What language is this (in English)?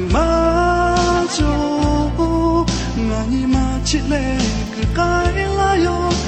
Lahu